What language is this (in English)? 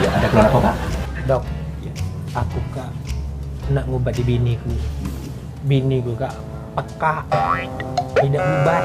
Musi